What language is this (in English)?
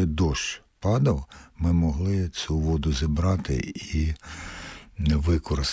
Ukrainian